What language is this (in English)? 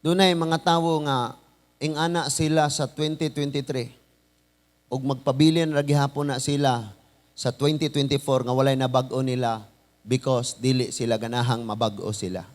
Cebuano